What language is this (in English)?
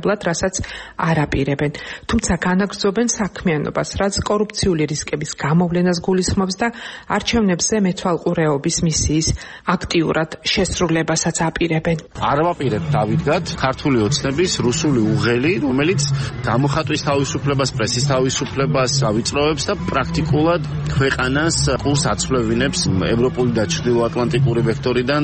Georgian